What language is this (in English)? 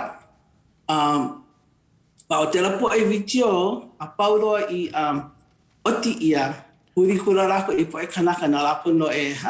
Hawaiian